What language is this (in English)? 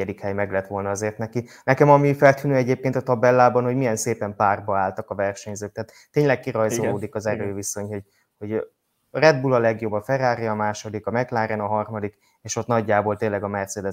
Hungarian